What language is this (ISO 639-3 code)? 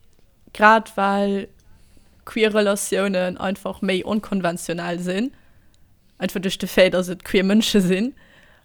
ltz